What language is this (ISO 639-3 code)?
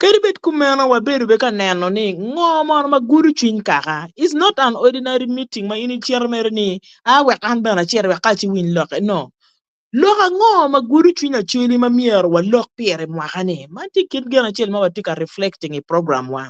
ach